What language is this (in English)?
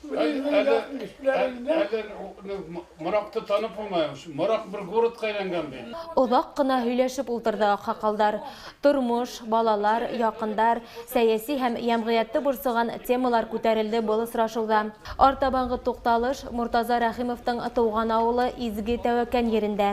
Bashkir